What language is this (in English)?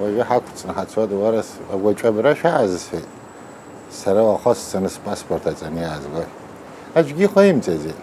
Abkhazian